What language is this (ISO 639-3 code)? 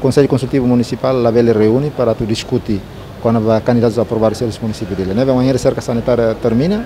tet